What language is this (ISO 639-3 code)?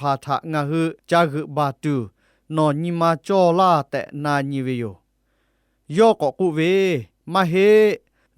lhu